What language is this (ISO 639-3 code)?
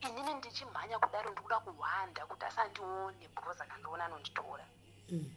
sna